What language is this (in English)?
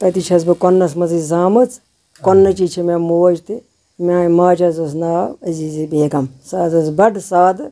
Kashmiri